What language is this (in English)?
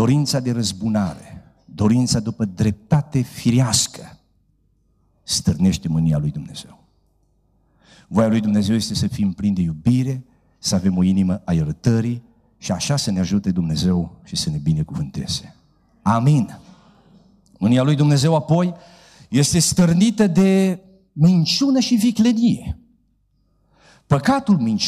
Romanian